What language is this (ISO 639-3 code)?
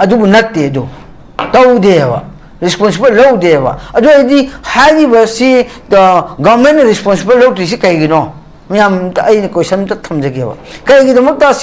mni